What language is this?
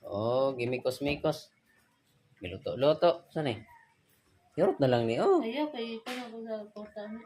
Cebuano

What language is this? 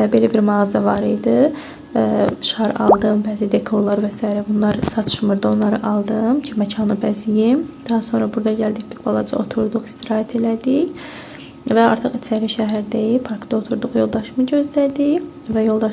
Azerbaijani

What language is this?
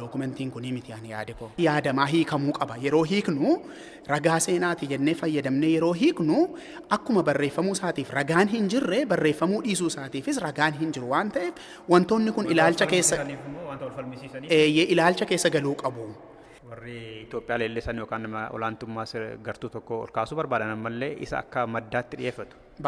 Oromo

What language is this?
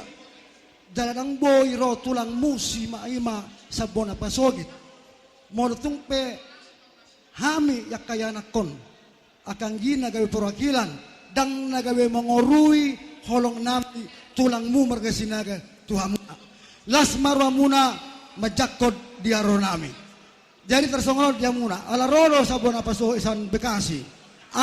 Batak Toba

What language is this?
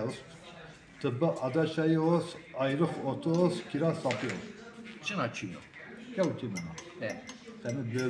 Zaza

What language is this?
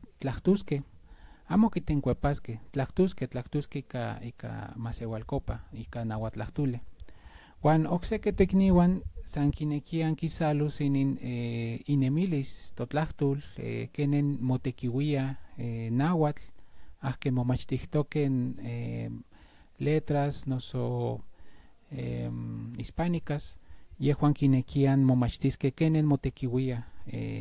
Central Nahuatl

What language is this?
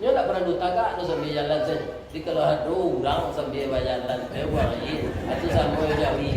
Minangkabau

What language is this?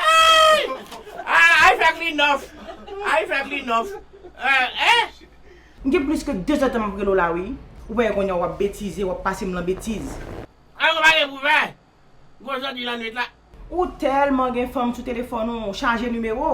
Haitian Creole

